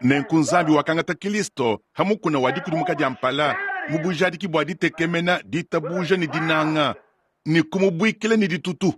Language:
Luba-Lulua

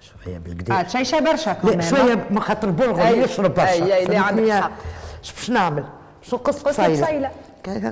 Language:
Tunisian Arabic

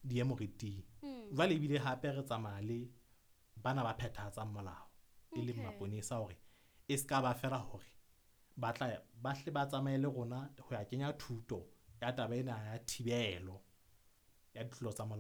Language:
Southern Sotho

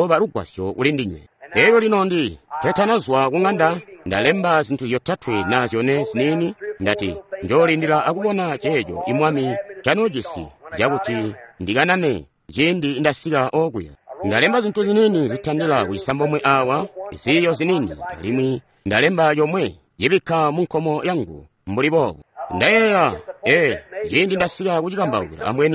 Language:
Tonga (Zambia)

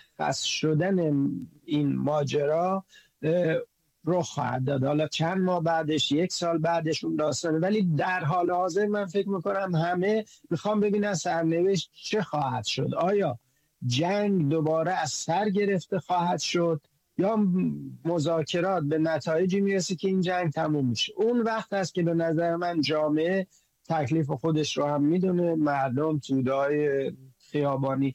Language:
Persian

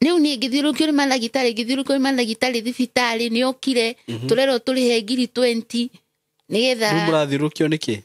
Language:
Kikuyu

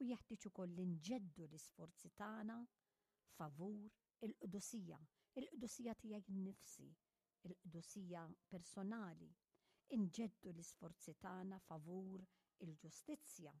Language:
Maltese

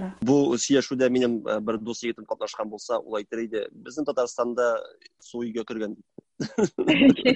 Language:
Tatar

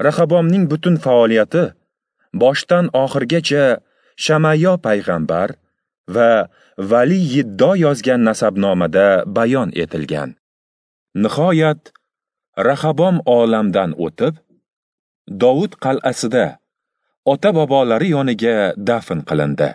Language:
Uzbek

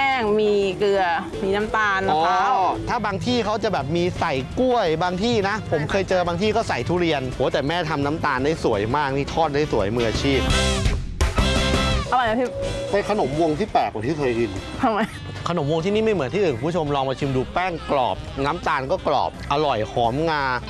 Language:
Thai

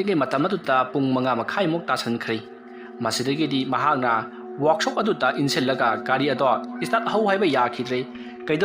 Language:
Manipuri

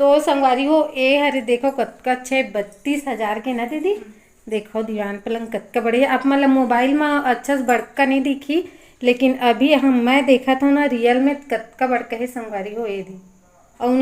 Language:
Chhattisgarhi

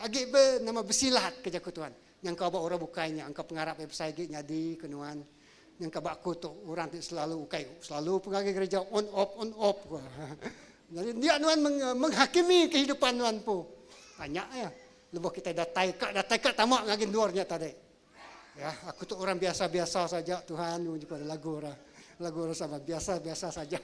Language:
Iban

